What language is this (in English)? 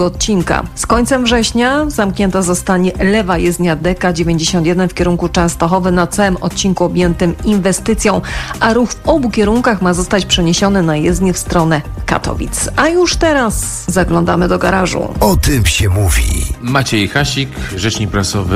Polish